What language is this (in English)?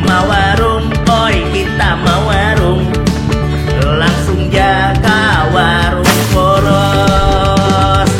Banjar